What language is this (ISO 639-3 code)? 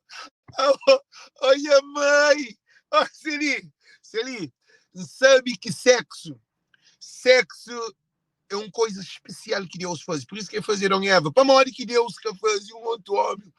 kea